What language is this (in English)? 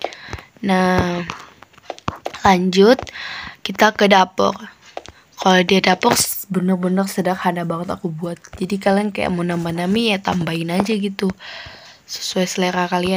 Indonesian